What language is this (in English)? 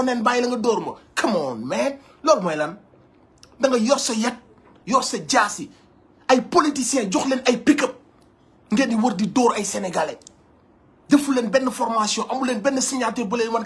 Wolof